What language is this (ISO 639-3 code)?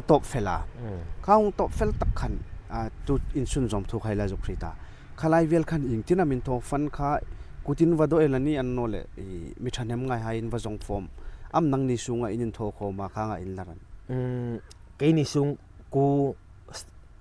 hmr